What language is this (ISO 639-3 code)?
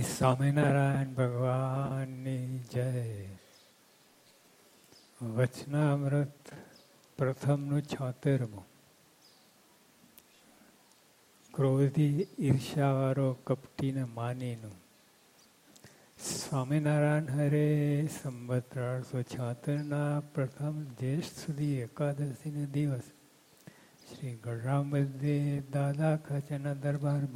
guj